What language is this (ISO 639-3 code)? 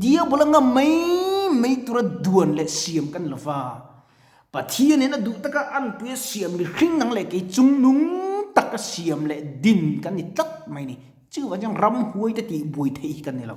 lus